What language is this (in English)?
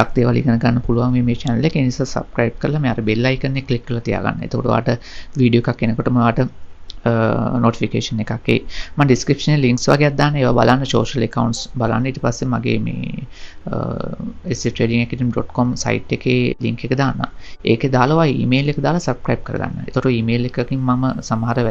Sinhala